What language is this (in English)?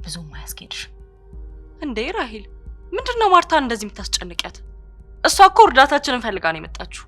Amharic